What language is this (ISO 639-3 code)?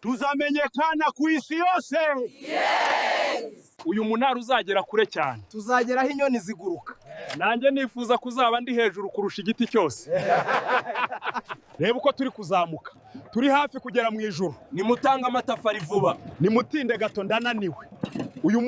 kin